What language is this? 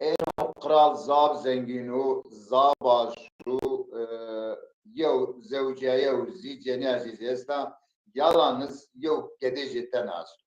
Zaza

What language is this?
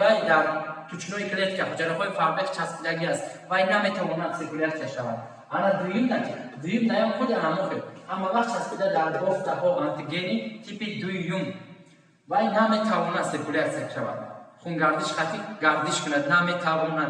Tajik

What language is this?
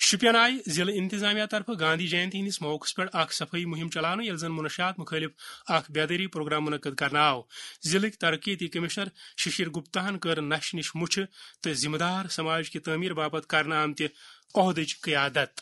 Kashmiri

